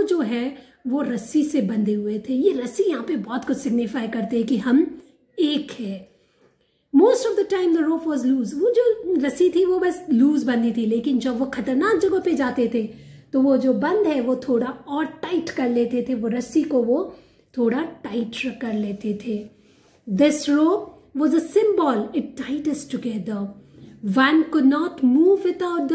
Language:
Hindi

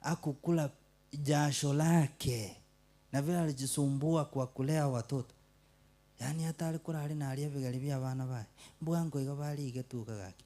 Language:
Gusii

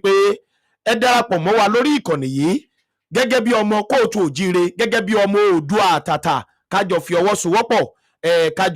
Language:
Yoruba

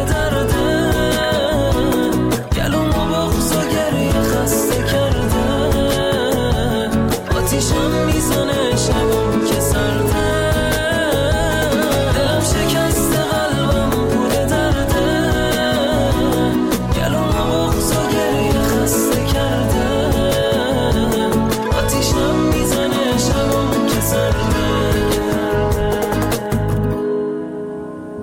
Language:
Persian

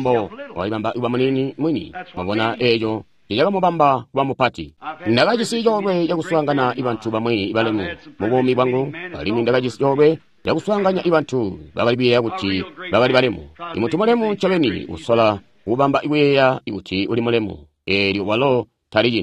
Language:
Tonga (Zambia)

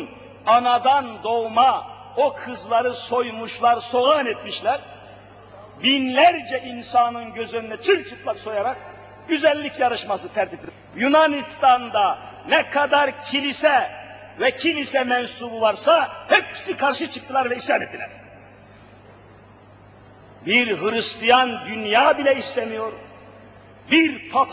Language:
Turkish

